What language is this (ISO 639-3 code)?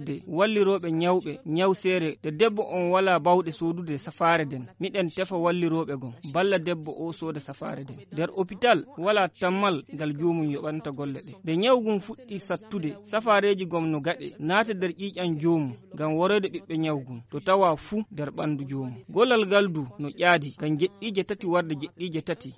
ful